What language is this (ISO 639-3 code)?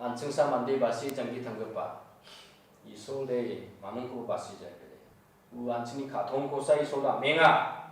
grt